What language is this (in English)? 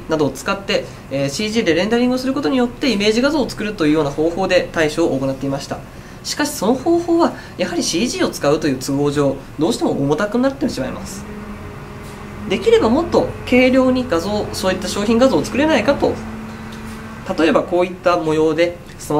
Japanese